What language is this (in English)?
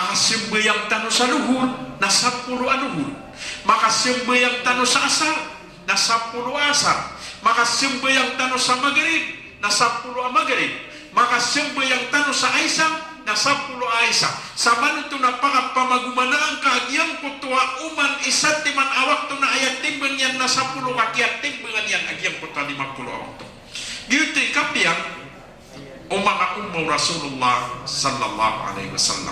Maranao